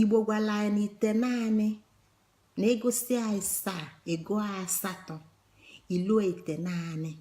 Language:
Igbo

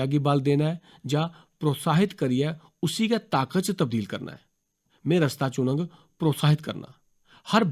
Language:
Dogri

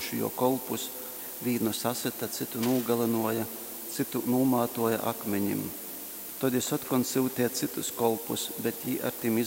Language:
Latgalian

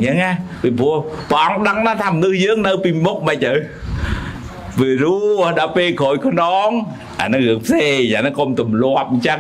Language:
Khmer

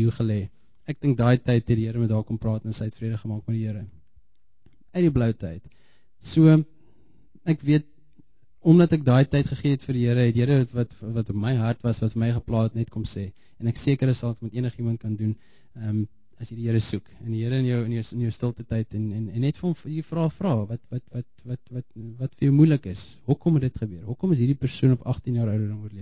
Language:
Afrikaans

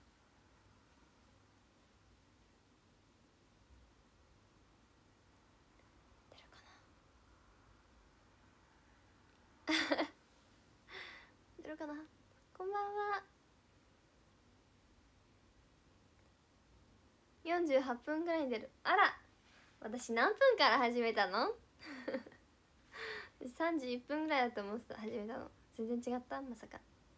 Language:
Japanese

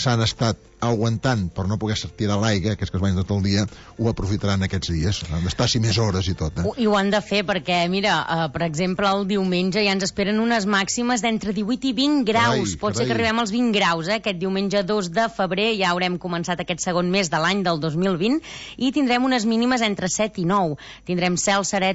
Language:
Catalan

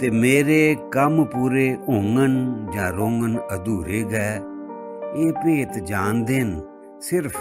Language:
Dogri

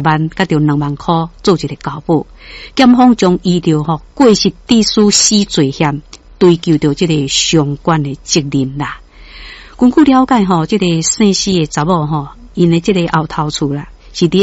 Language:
Min Nan Chinese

